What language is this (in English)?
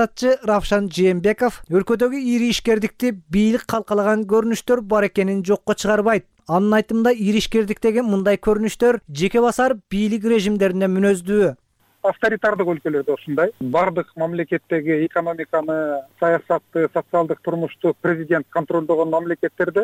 Kyrgyz